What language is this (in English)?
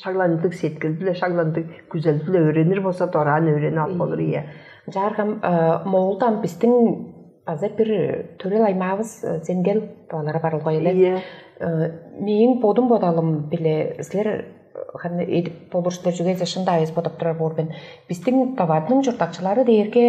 Tuvinian